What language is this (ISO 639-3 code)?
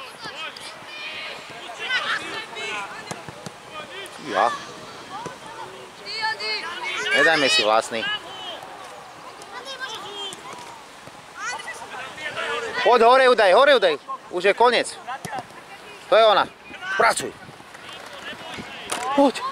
slk